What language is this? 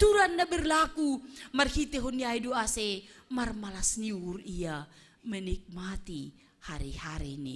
Batak Simalungun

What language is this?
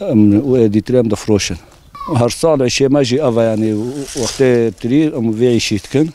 Kurdish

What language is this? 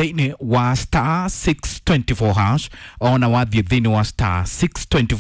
Kikuyu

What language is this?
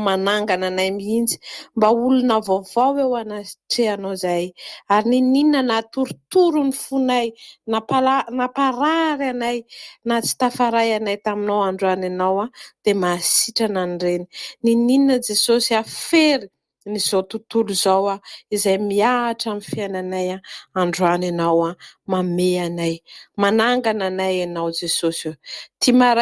Malagasy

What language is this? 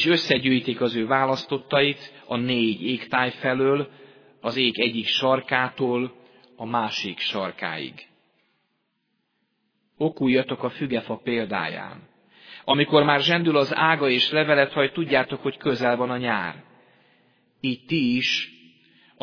Hungarian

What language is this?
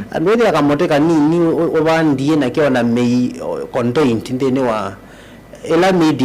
Kamba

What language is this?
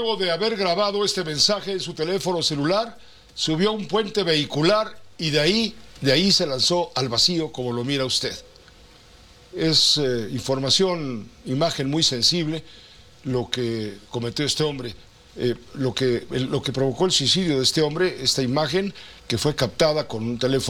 Spanish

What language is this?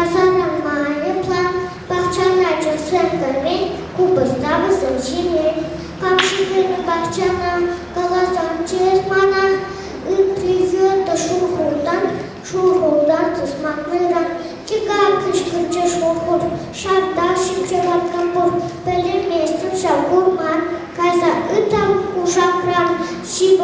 Chuvash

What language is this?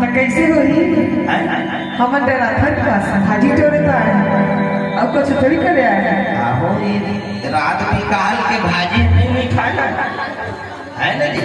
Chhattisgarhi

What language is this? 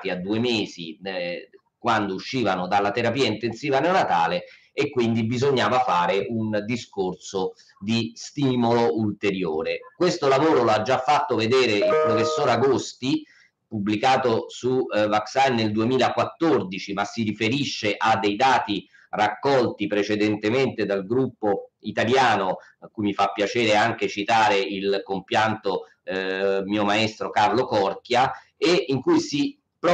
Italian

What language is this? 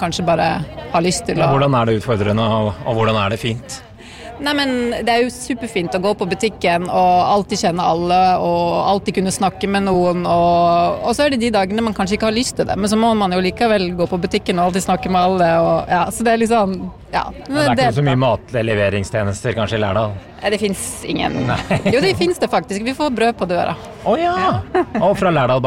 Norwegian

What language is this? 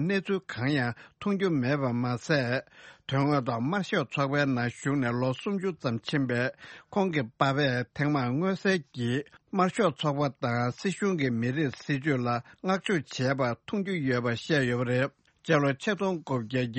Tibetan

